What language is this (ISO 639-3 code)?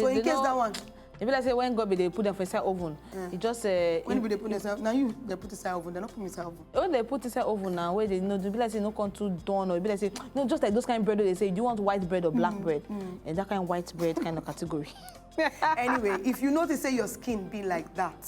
pcm